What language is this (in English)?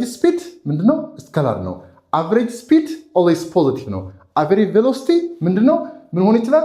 Amharic